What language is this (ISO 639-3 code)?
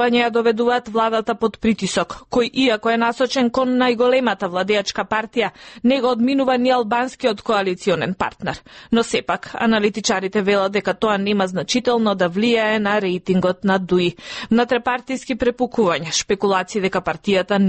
mkd